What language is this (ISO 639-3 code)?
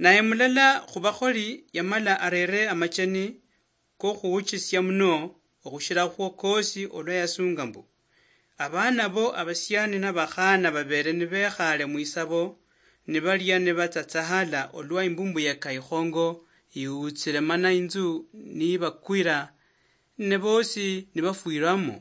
luy